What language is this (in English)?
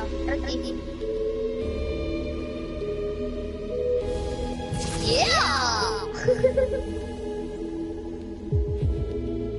Icelandic